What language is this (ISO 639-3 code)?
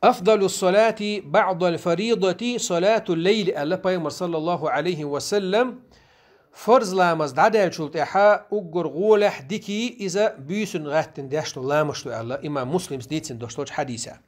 che